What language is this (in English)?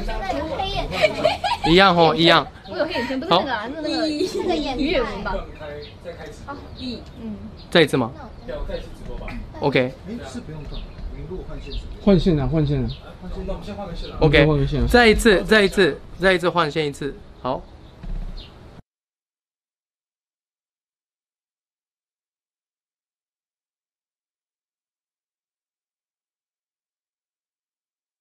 Chinese